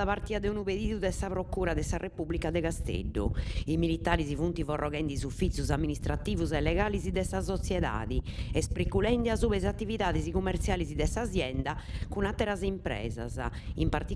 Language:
Sardinian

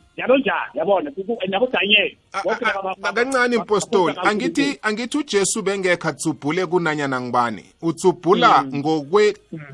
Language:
South Ndebele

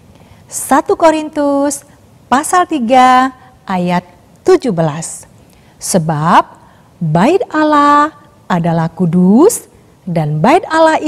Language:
Indonesian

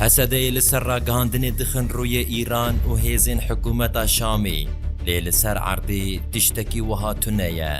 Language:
Kurdish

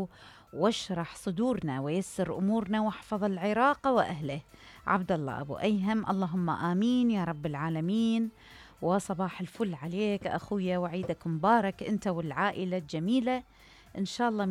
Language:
Mesopotamian Arabic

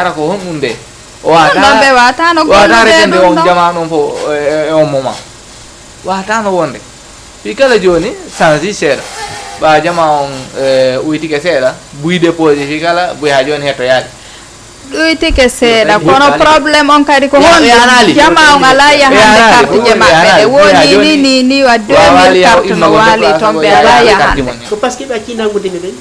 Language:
Fula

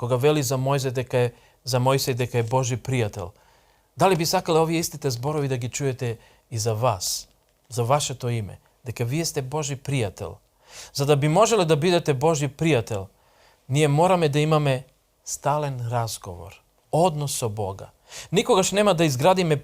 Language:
Macedonian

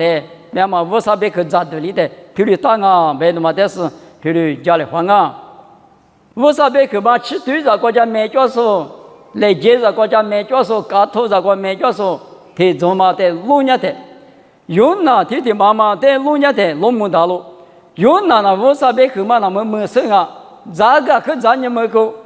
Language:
Lisu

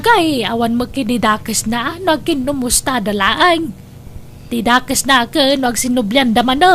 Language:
Iloko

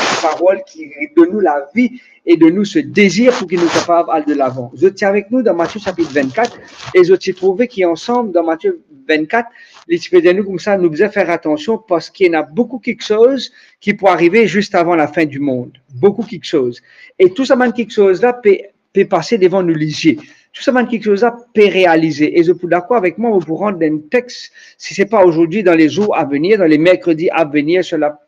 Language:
Morisyen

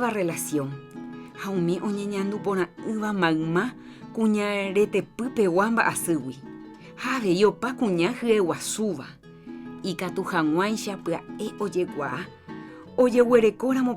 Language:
Guarani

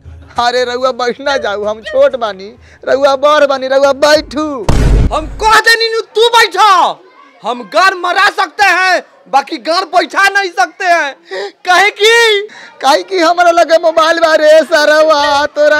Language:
Bhojpuri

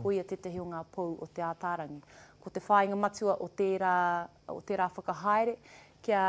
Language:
Māori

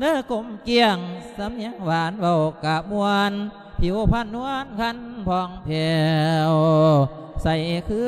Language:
Lao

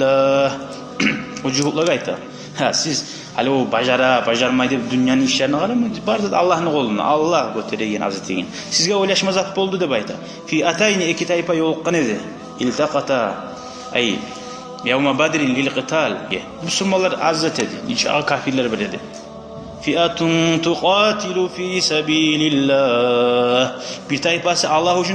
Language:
Kumyk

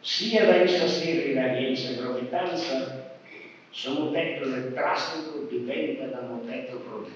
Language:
Sardinian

